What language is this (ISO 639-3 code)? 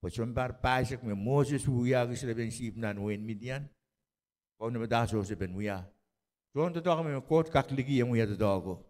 pon